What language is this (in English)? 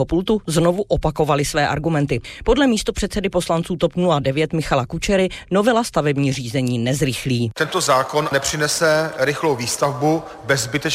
Czech